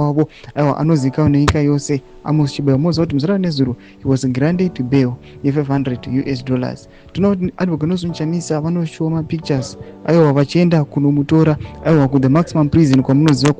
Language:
Shona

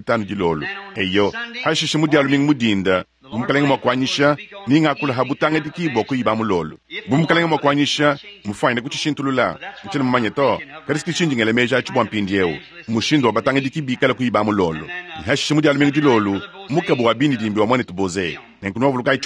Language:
Luba-Lulua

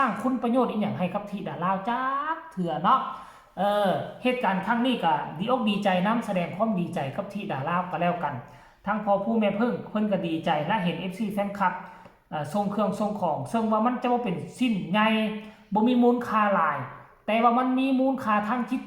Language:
Northeastern Thai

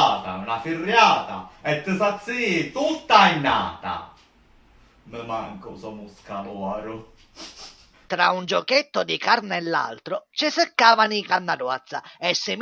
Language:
Sicilian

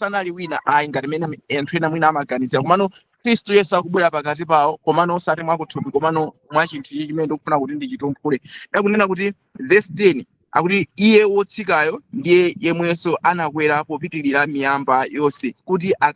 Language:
Nyanja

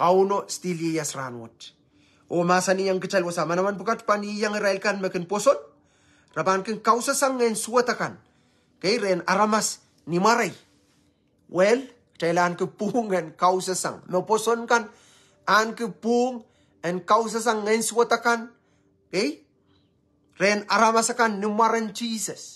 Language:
Pohnpeian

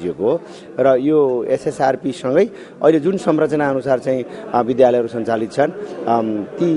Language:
Nepali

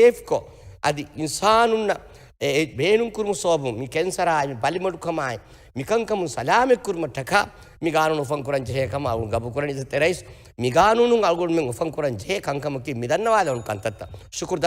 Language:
Divehi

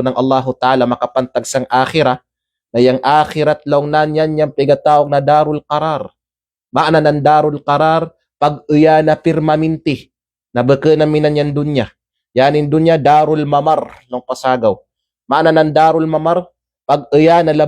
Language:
Kalagan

